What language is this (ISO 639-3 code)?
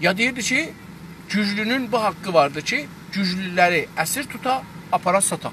azb